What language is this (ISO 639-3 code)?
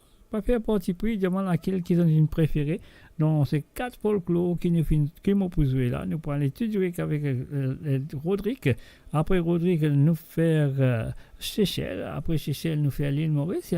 mfe